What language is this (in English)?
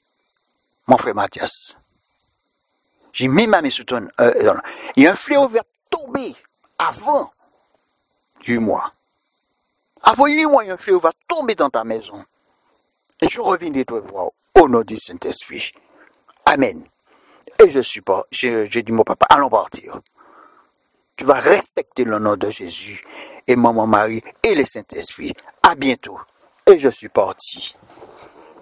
French